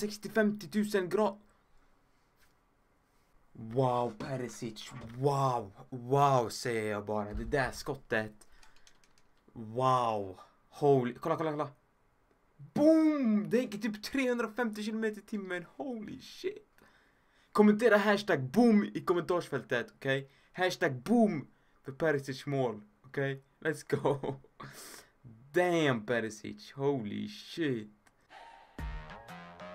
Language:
Swedish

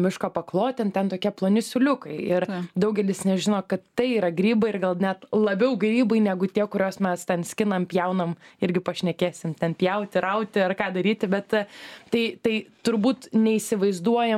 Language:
Lithuanian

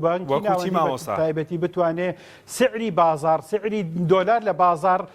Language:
Central Kurdish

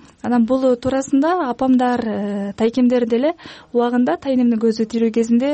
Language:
Kyrgyz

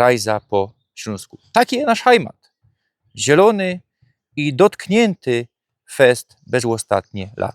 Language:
Silesian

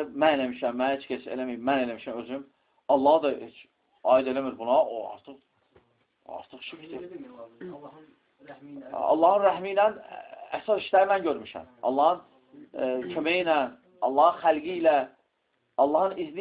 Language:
Azerbaijani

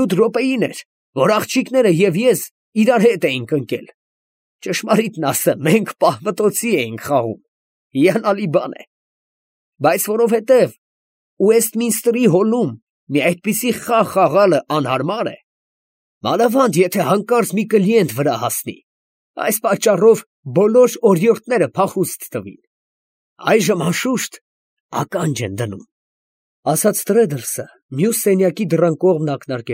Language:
Armenian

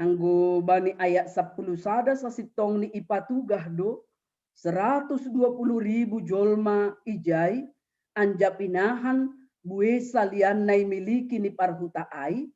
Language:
Batak Simalungun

